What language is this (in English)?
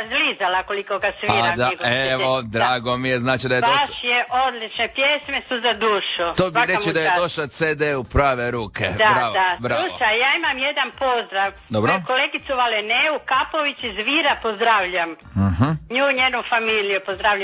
Croatian